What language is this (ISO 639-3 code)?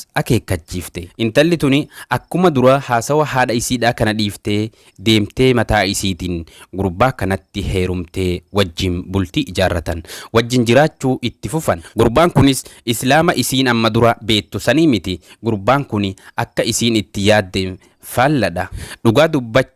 orm